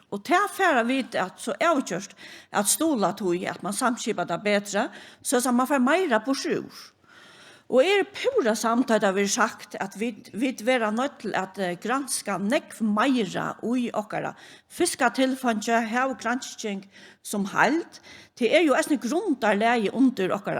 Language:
Faroese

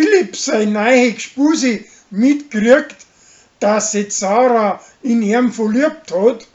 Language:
Bavarian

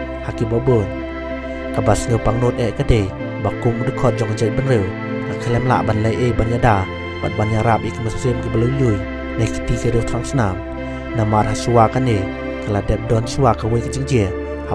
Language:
Khasi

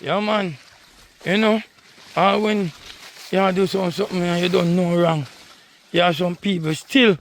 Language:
Jamaican Creole English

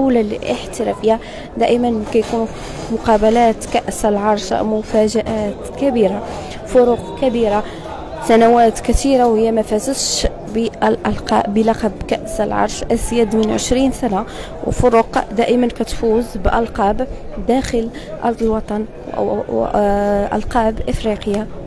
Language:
Moroccan Arabic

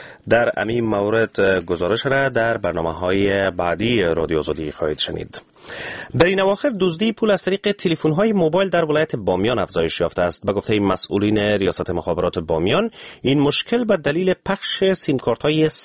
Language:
Persian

